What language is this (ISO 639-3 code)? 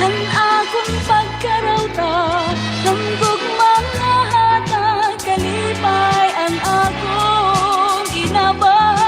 war